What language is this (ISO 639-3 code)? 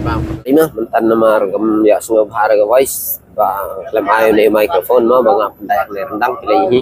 kha